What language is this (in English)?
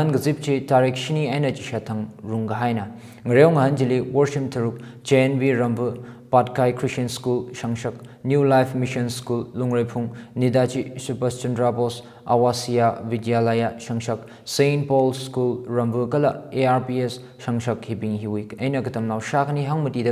Tangkhul Naga (India)